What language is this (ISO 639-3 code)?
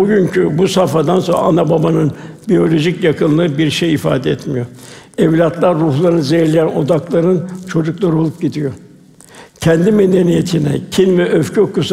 tur